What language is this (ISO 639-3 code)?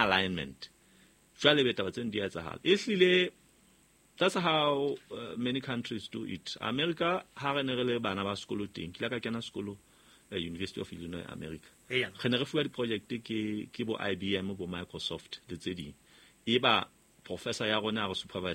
sot